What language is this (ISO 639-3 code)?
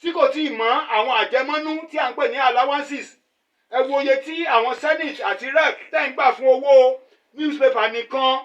yor